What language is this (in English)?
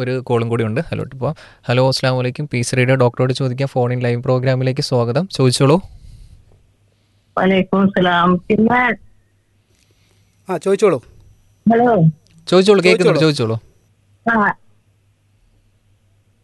Malayalam